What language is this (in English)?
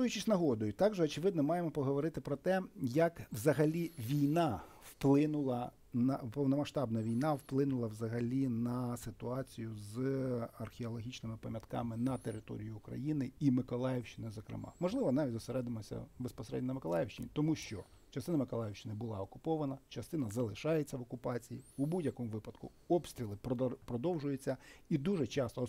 Ukrainian